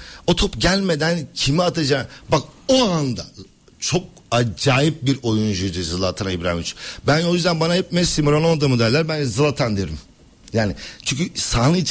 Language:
Turkish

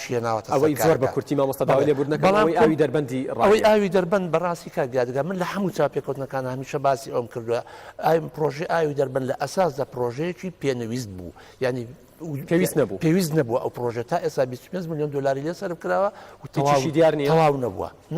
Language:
Central Kurdish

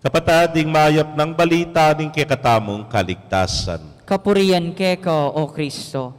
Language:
Pampanga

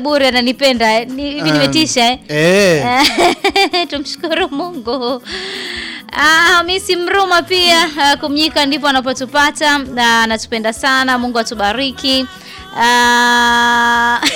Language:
Swahili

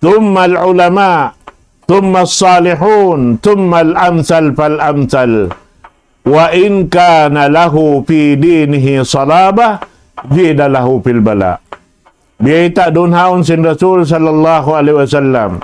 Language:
Tausug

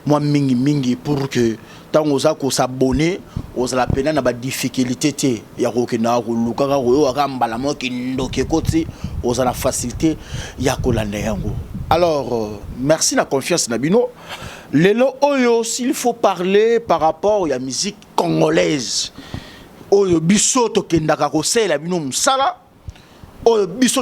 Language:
Lingala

